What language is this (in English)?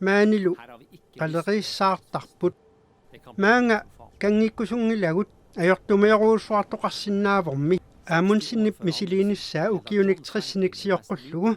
Kalaallisut